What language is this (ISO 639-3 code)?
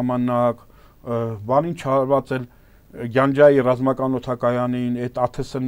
hye